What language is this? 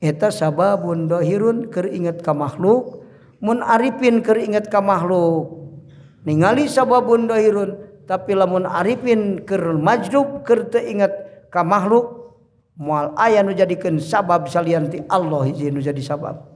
Sundanese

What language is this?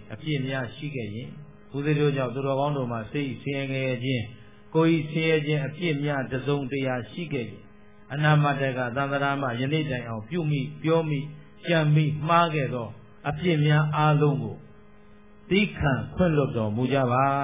Burmese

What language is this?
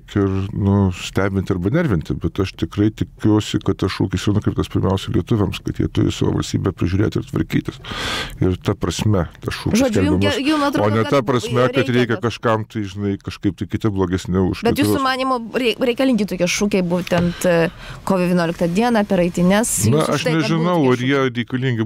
Lithuanian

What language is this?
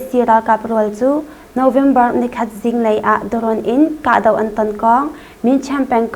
Hakha Chin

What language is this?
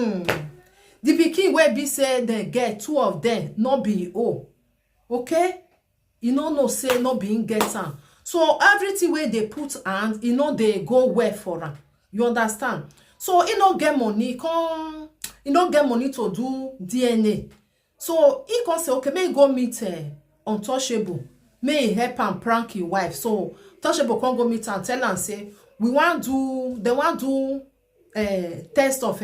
Nigerian Pidgin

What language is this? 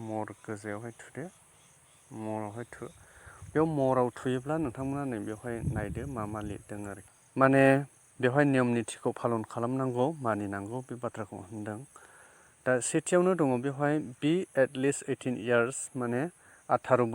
Bodo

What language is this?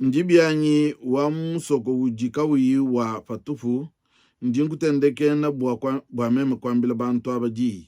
Luba-Lulua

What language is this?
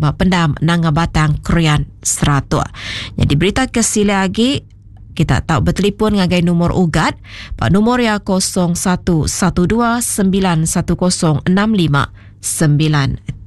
Iban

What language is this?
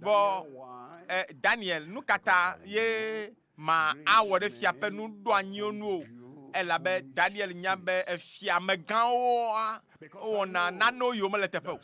Ewe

